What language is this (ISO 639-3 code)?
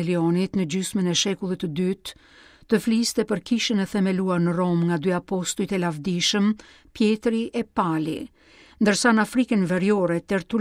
sqi